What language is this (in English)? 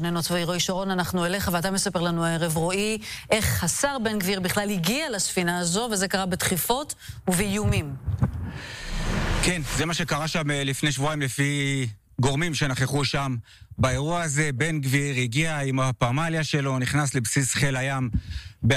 Hebrew